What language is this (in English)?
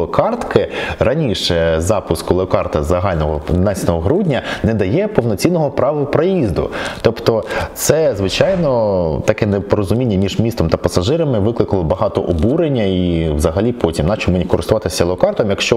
Ukrainian